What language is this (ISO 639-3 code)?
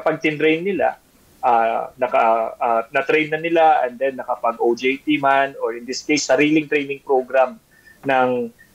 fil